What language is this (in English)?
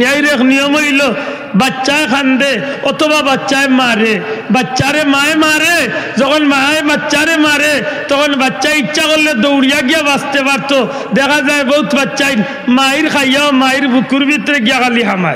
Sylheti